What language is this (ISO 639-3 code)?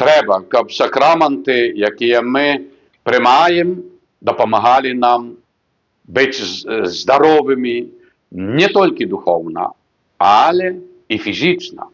bel